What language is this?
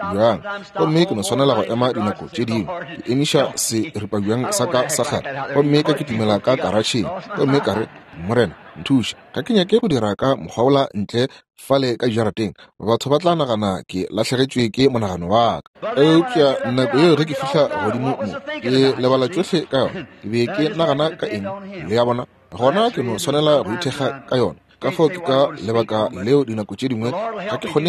Northern Sotho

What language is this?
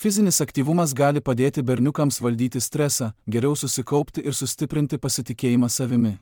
Lithuanian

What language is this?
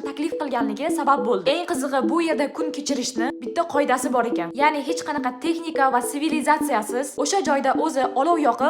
Uzbek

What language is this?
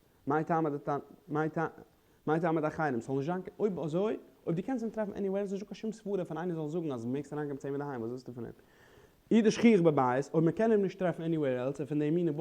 Yiddish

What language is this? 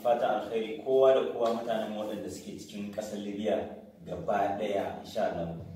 Hausa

